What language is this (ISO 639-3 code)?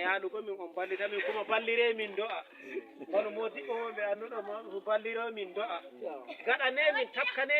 ful